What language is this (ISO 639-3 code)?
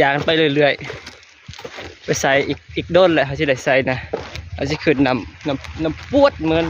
lao